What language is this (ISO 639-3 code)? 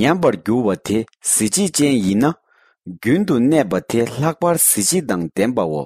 bod